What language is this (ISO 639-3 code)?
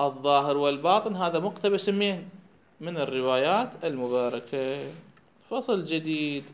acm